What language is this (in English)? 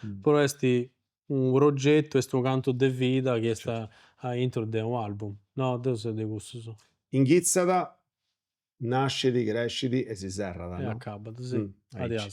Sardinian